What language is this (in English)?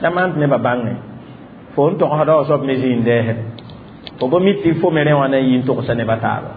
Mossi